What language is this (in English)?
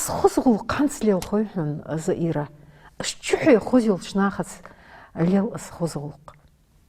Ingush